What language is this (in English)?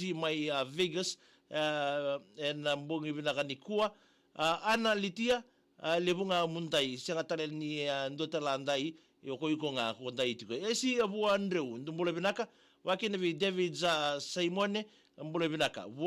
Fijian